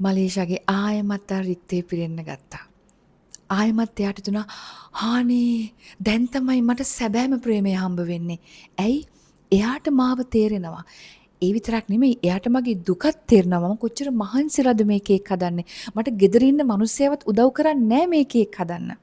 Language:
Sinhala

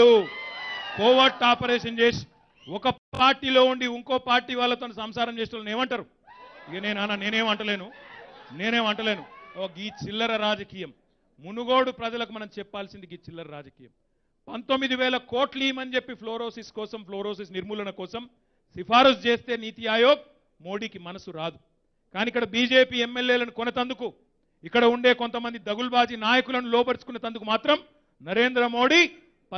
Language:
Telugu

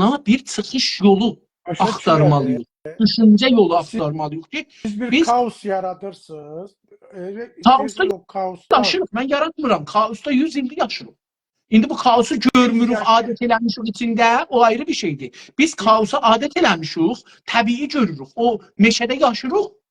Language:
South Azerbaijani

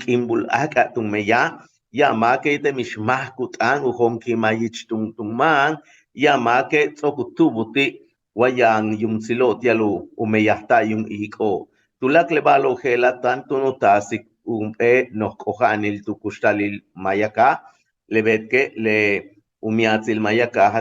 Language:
Yucateco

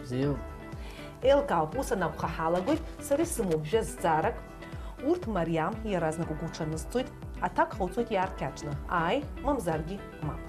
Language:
Abkhazian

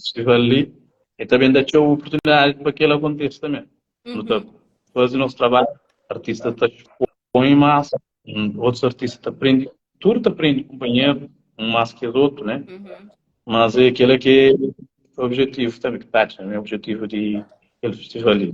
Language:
Kabuverdianu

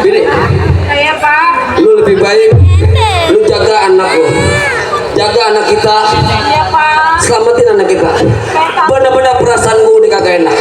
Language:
Betawi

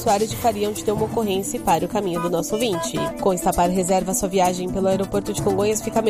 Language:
Portuguese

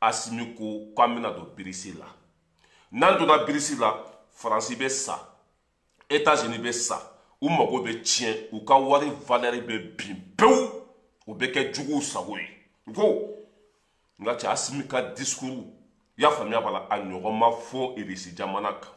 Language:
Bambara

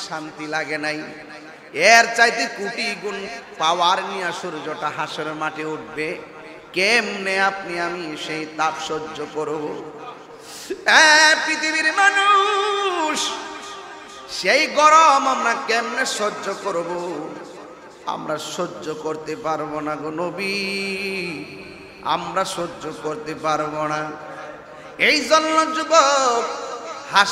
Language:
Bangla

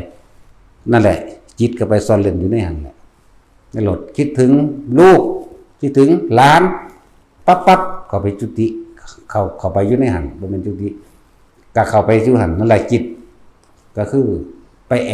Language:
Northeastern Thai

